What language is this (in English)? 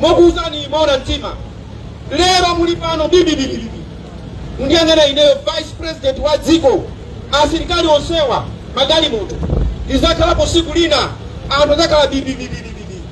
Nyanja